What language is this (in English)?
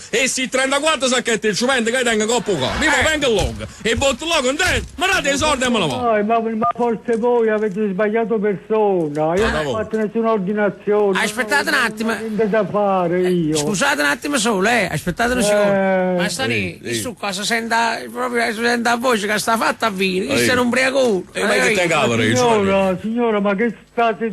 Neapolitan